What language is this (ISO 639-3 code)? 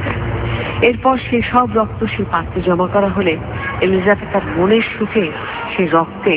ben